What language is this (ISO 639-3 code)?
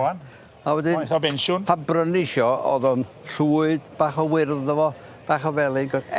cym